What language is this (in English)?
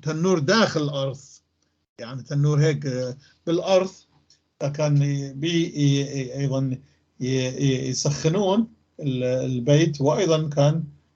North Levantine Arabic